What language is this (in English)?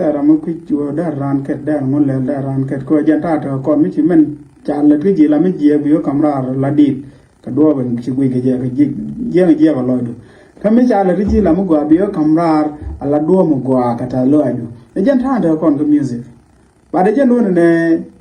Nuer